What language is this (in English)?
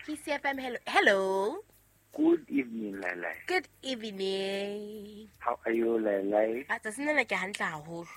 Southern Sotho